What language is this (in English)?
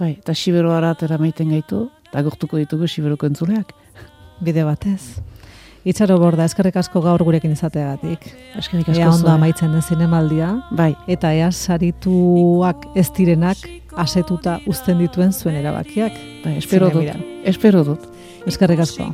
Basque